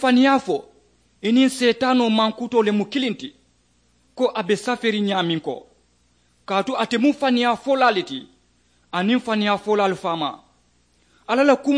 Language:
Mandingo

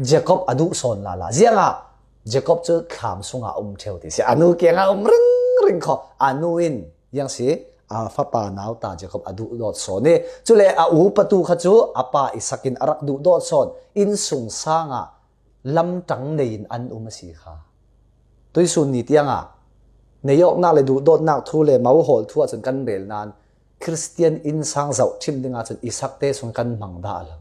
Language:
Falam Chin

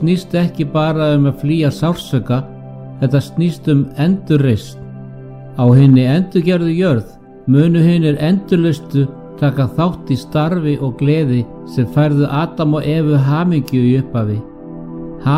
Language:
Icelandic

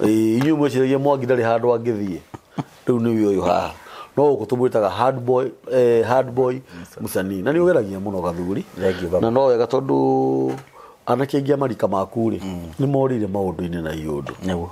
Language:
Kikuyu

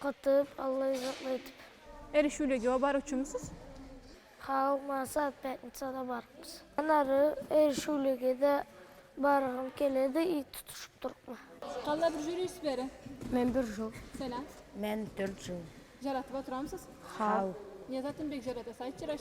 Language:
Karachay-Balkar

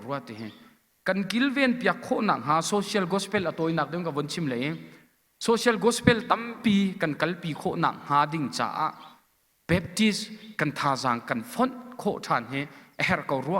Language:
Hakha Chin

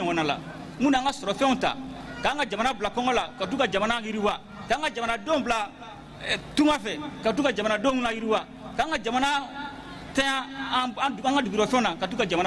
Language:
Bambara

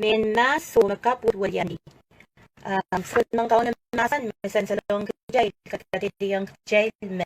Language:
Pohnpeian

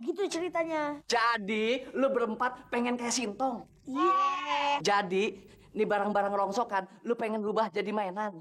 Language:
Betawi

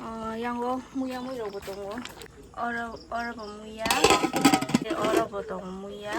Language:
Kok Borok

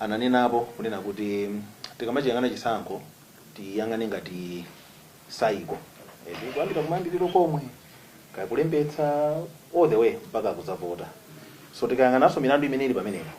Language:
Nyanja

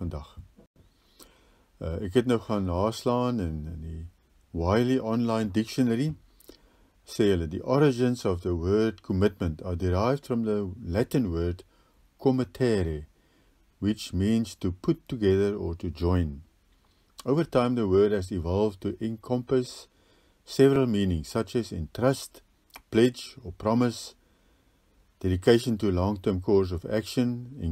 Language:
Afrikaans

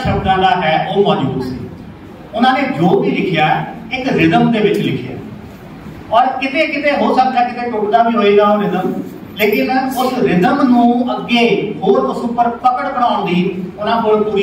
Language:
Punjabi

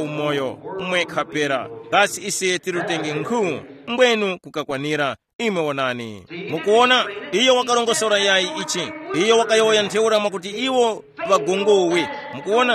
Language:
Tumbuka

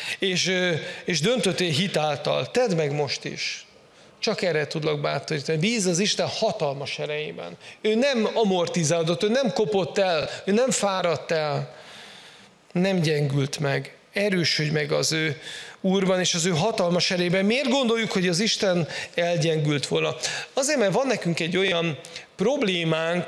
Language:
Hungarian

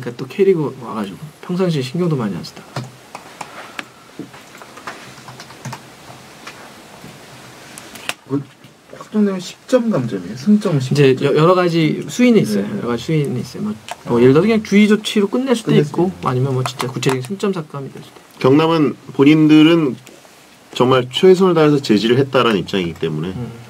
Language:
Korean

